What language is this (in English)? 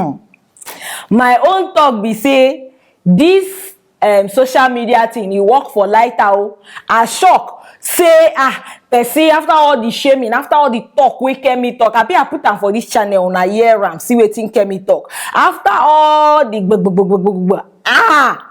Nigerian Pidgin